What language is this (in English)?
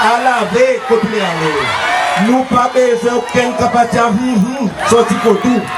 Seselwa Creole French